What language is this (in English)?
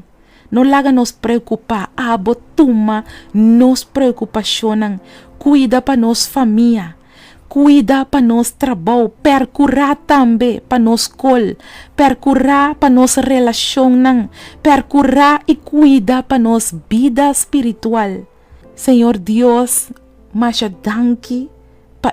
Papiamento